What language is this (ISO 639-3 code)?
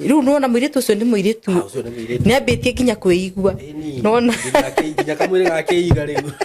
kik